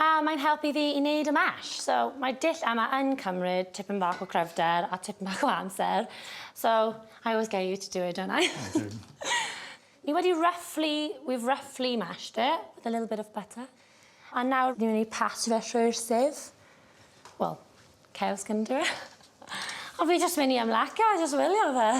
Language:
Welsh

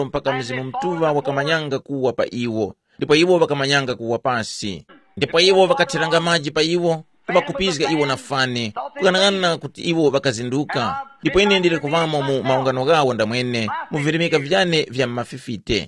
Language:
Tumbuka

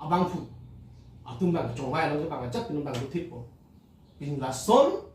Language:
Karbi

